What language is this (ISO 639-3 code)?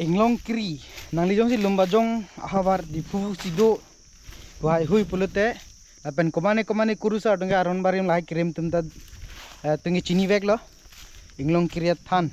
mjw